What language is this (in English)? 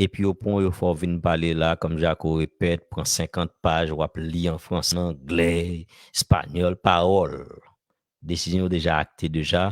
Haitian Creole